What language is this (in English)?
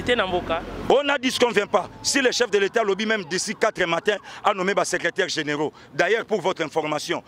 Lingala